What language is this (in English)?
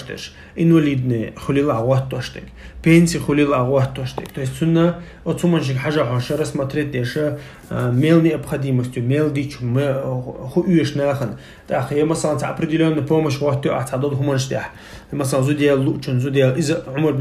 Chechen